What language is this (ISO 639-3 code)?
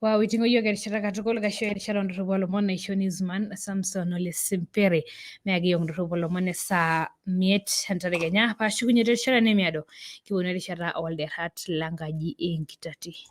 mas